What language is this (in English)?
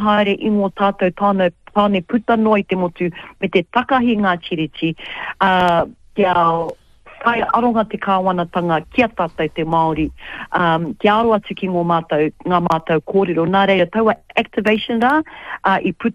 Māori